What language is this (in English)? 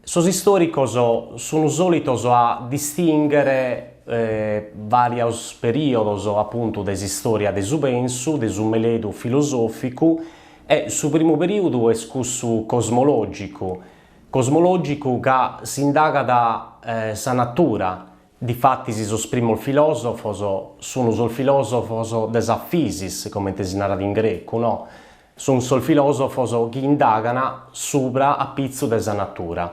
Sardinian